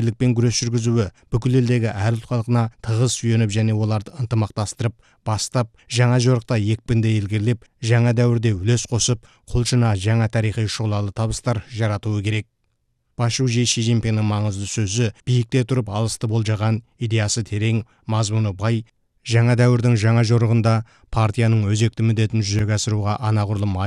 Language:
Kazakh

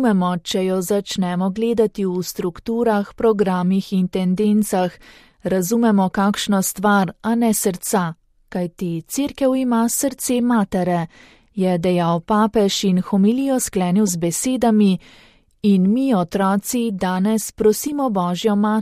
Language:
Slovenian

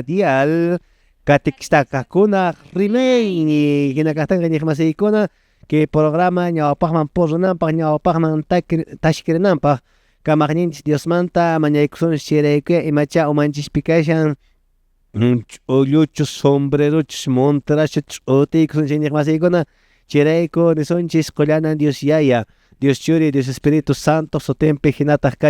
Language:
Quechua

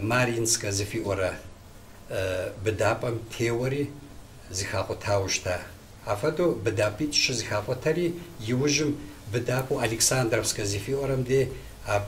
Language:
Kabardian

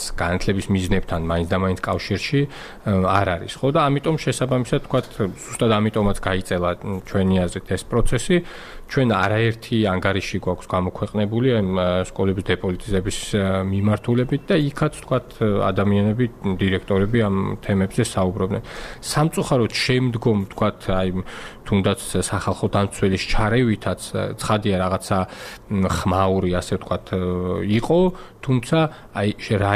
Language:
Georgian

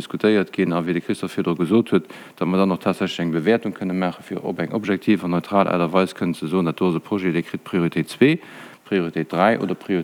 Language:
Luxembourgish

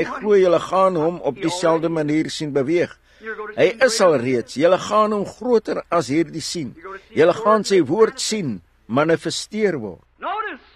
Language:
Afrikaans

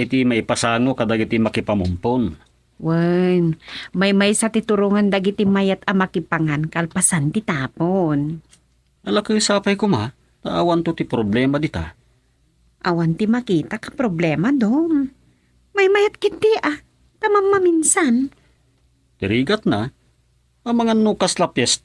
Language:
Iloko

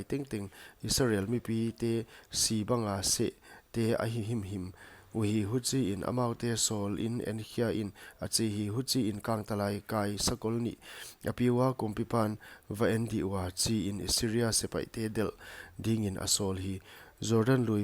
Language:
Paite Chin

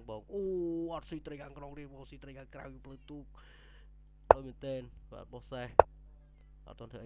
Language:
Khmer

